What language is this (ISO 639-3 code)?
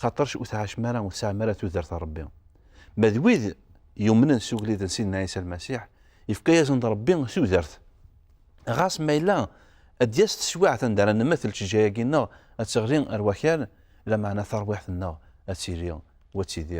kab